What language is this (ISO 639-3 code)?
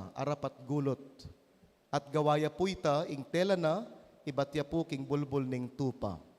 pam